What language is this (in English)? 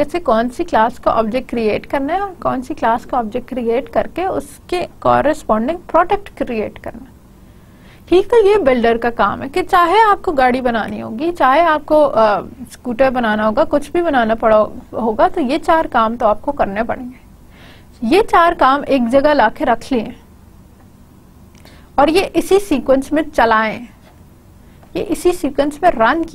Hindi